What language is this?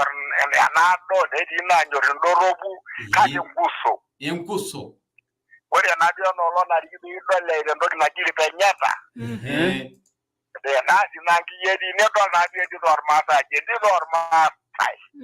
Masai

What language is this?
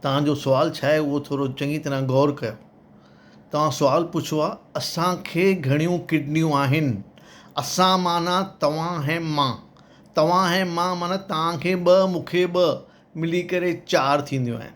Sindhi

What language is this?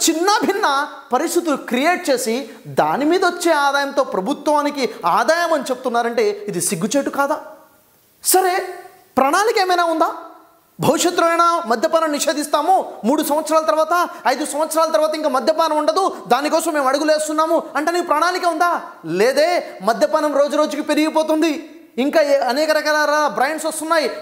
Telugu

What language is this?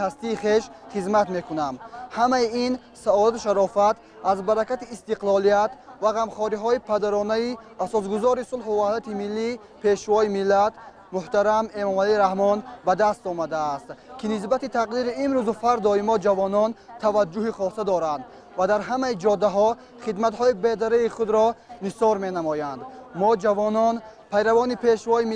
Tajik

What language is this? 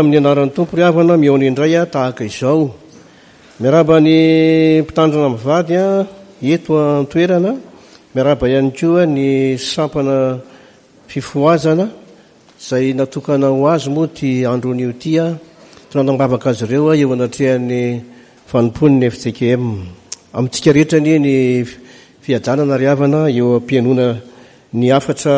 Malagasy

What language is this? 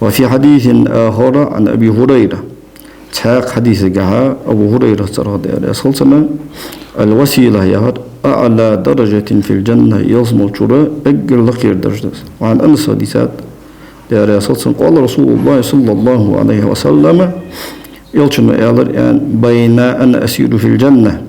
Ingush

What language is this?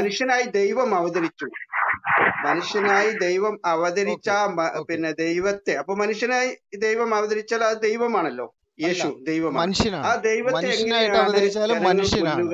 Malayalam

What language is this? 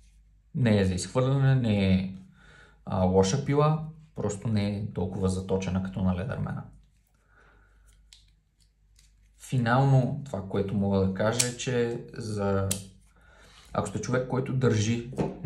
Bulgarian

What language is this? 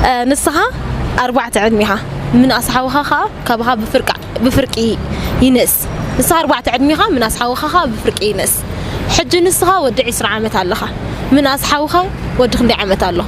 Tigrinya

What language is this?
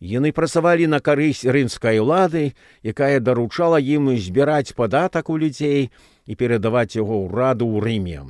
Belarusian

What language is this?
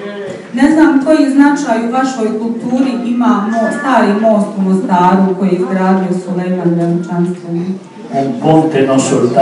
Croatian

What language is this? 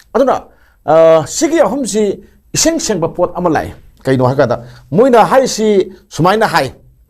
Manipuri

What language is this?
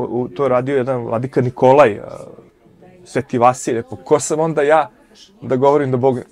Serbian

